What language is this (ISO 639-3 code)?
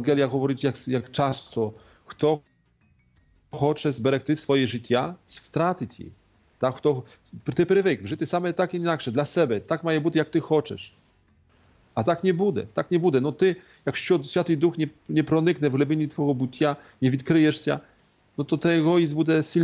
ukr